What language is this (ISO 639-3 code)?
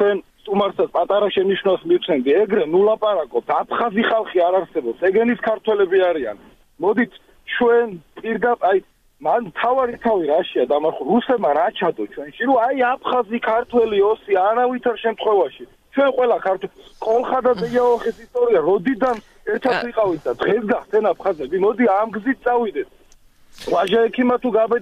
kat